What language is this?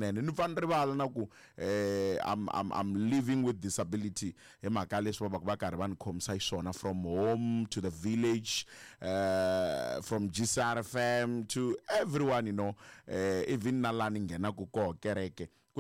Tsonga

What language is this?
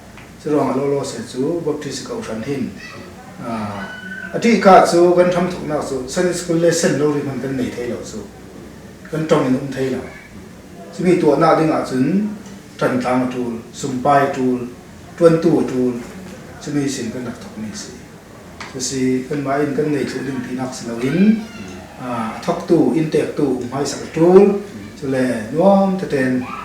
Falam Chin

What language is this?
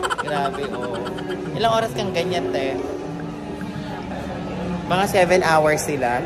Filipino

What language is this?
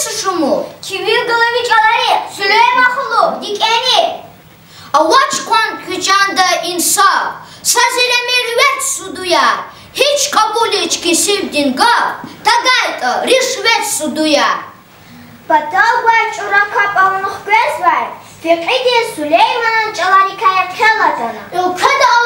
Lezghian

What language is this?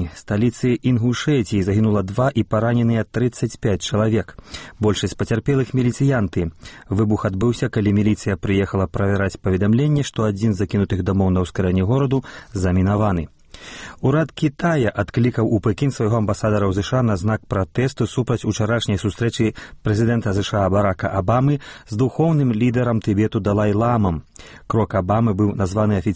Belarusian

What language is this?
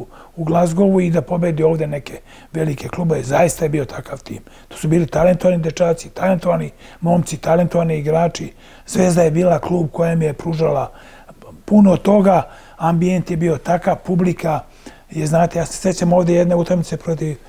Serbian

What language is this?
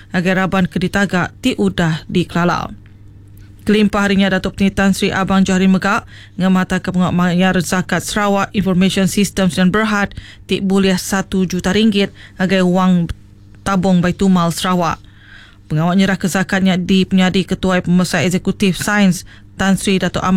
Iban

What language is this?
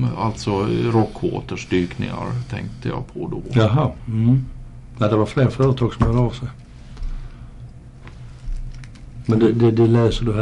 Swedish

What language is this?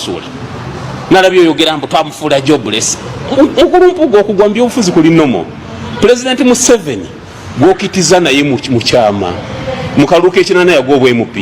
Ganda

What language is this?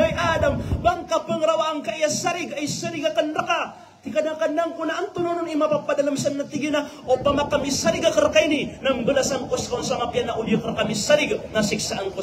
Maranao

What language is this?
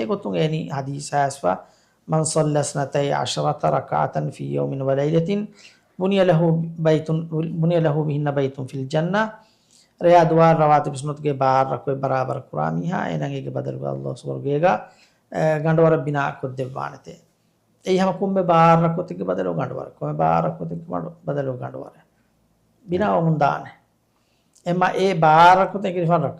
Divehi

